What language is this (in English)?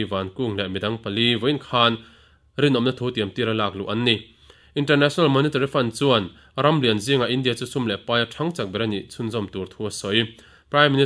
Mizo